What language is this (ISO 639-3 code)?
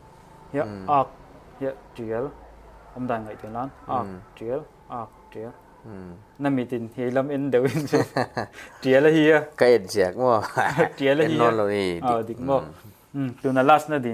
pck